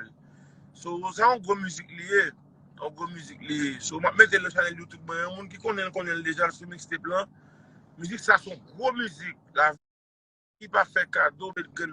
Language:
Haitian Creole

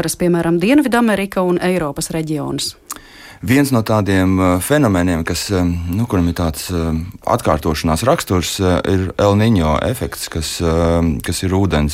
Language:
Latvian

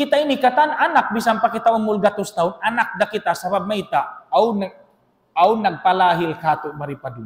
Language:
Tausug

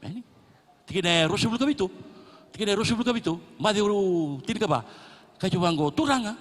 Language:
Fijian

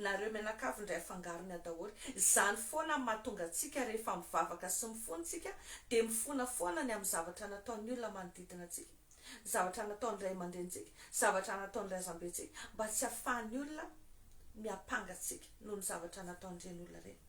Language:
Malagasy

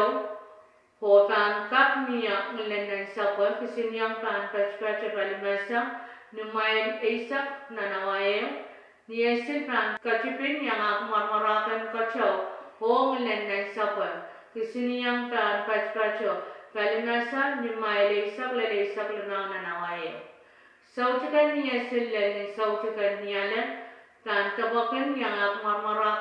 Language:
Pohnpeian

